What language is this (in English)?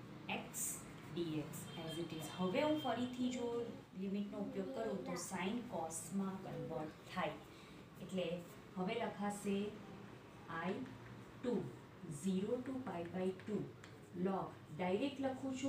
Gujarati